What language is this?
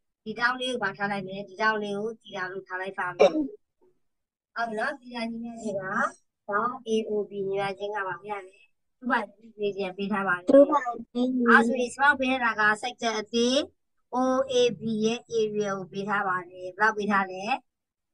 Burmese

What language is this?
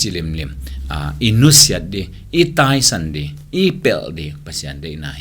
Tedim Chin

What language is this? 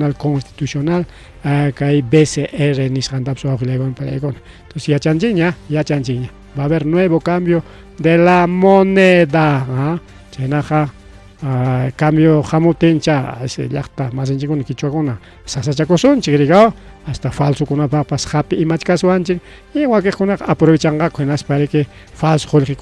Ayacucho Quechua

